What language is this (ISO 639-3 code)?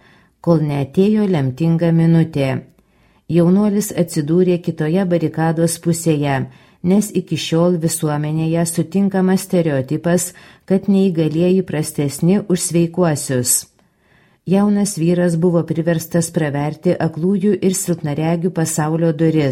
lit